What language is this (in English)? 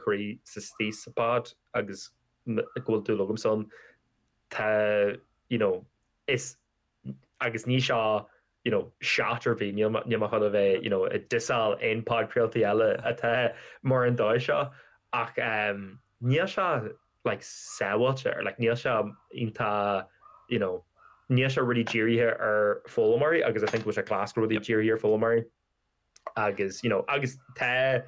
Irish